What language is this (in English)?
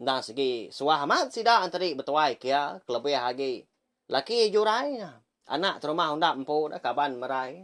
Iban